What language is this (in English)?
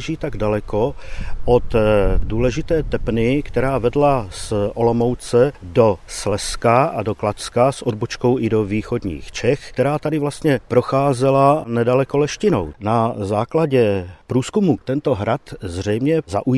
Czech